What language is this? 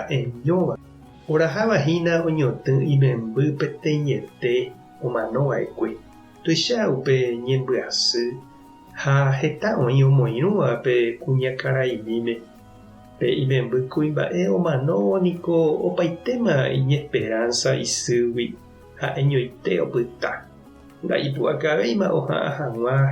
Guarani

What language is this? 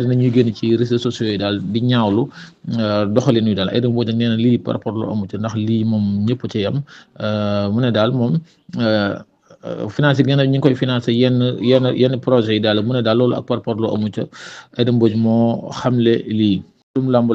Wolof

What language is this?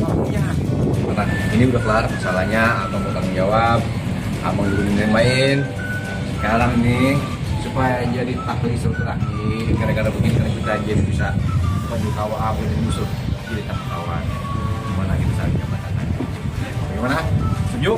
Betawi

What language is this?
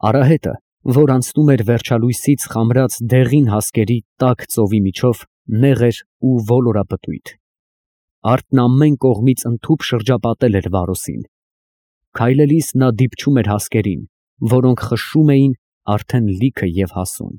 Armenian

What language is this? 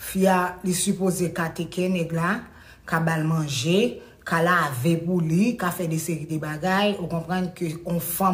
Haitian Creole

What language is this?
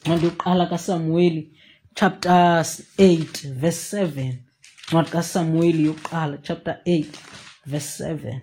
Xhosa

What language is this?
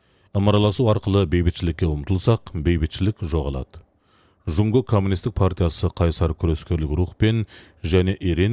Kazakh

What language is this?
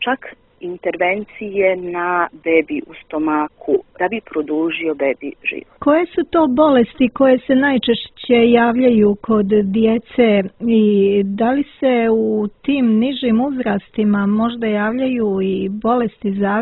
Serbian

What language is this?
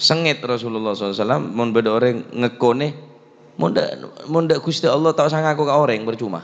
Madurese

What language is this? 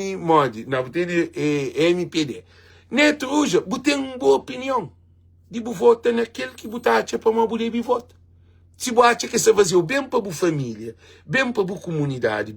Kabuverdianu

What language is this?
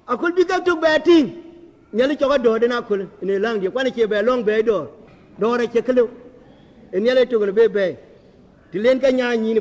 Dinka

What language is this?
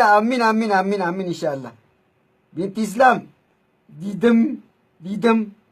Oromo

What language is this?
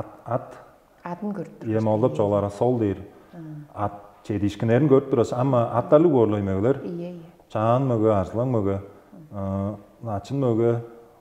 Tuvinian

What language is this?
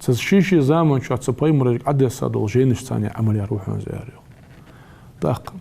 Ingush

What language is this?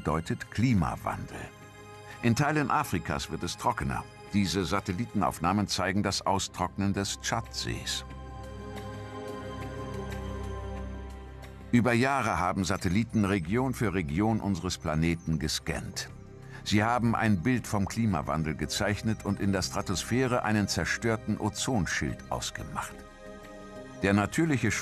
German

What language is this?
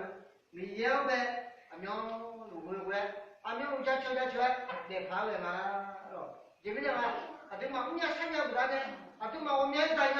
Akha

